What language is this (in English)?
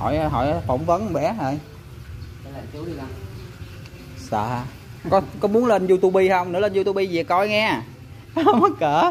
Vietnamese